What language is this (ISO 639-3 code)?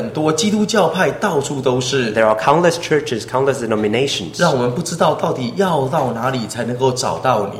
zho